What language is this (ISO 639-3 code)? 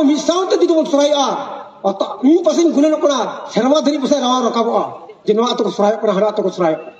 sat